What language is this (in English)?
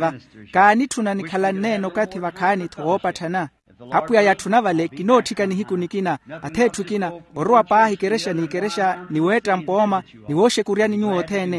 Makhuwa